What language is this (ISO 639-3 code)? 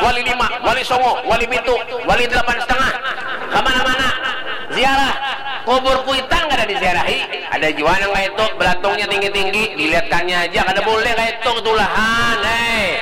bjn